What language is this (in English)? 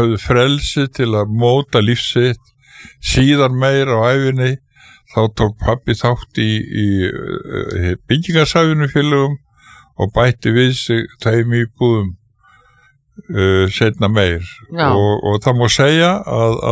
Icelandic